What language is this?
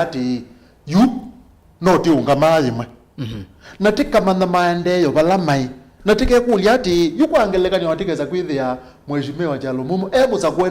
Kamba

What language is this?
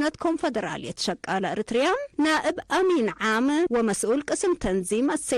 Tigre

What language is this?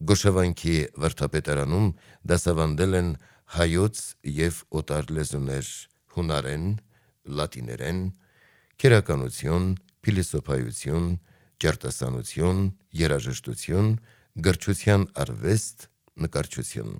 Armenian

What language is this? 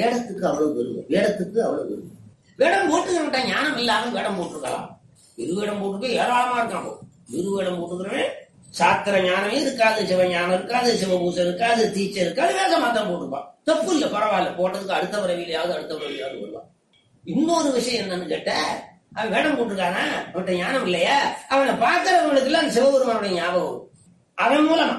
Tamil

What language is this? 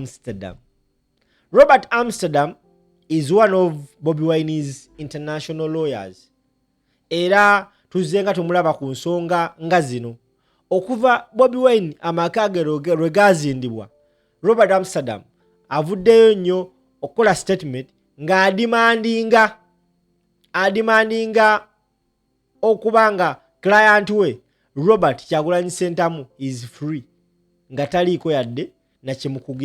Ganda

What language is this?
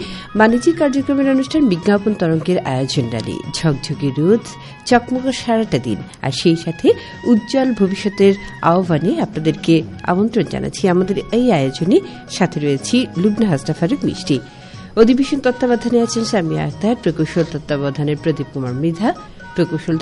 Bangla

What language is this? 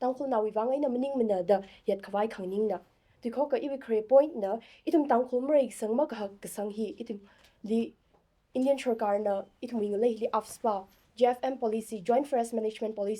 Tangkhul Naga (India)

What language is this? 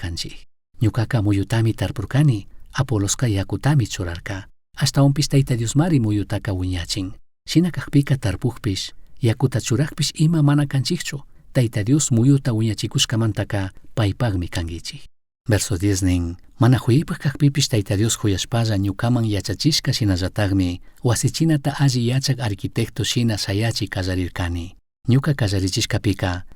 Chimborazo Highland Quichua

